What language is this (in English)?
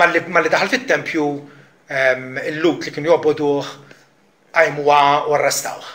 Maltese